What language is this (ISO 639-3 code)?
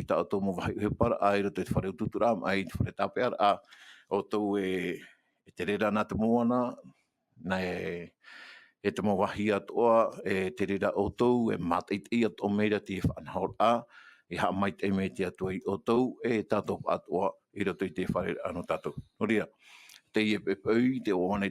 tah